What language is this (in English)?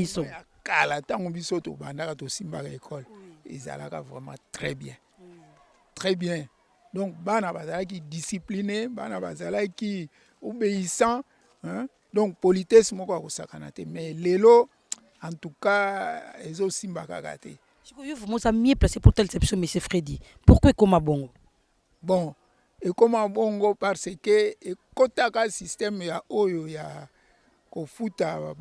Lingala